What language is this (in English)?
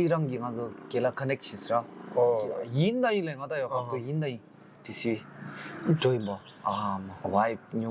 Tibetan